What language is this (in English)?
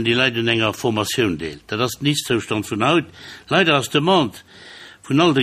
Luxembourgish